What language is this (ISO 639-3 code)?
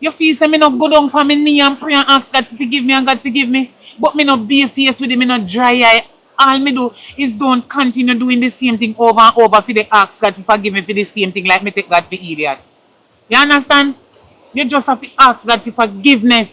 jam